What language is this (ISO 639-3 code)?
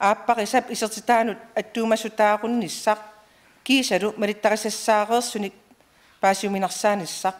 kal